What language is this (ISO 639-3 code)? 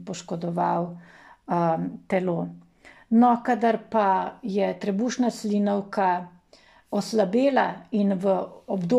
slv